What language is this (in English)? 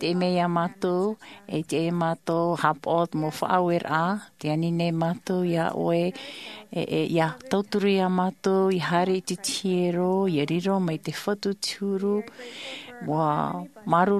Tahitian